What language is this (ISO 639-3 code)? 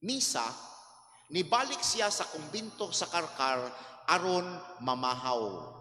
ceb